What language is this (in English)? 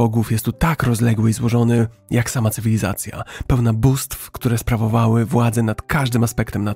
Polish